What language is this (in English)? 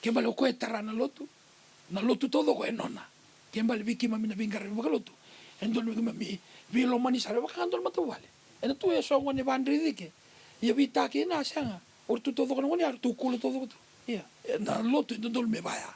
Fijian